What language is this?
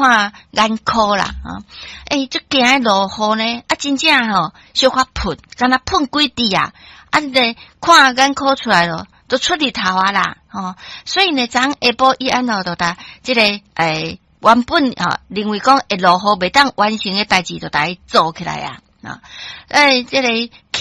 Min Nan Chinese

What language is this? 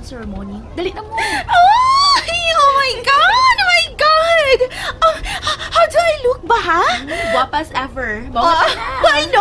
Cebuano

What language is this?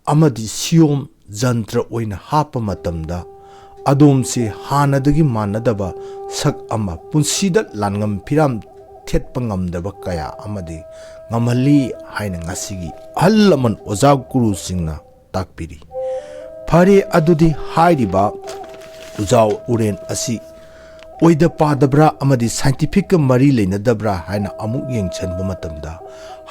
Manipuri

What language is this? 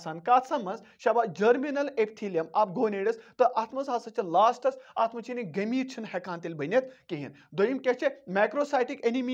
Kashmiri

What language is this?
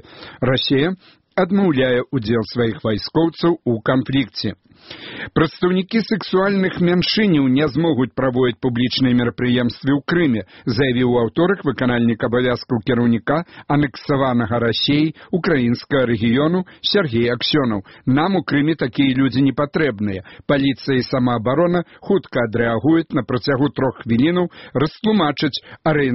Belarusian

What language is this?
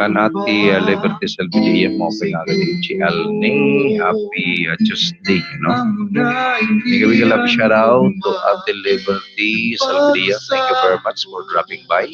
Waray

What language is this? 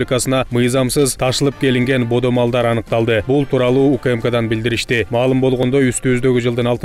Kyrgyz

